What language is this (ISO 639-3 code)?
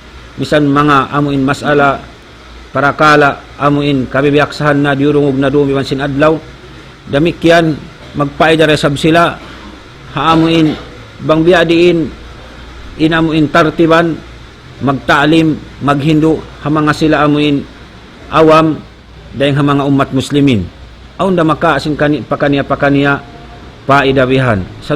tsg